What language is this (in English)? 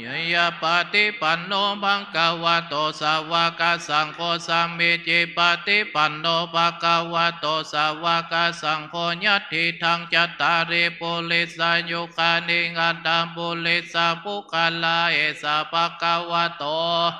Pali